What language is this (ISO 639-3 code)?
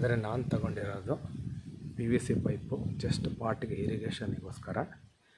kan